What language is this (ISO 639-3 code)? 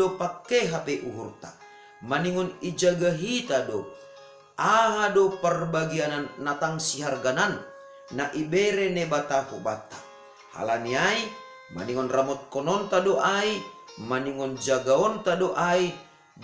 bts